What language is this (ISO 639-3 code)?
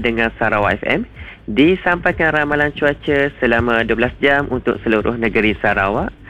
msa